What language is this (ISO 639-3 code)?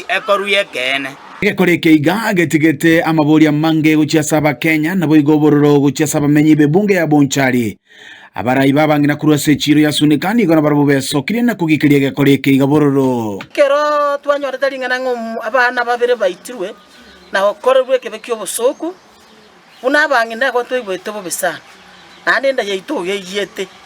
guz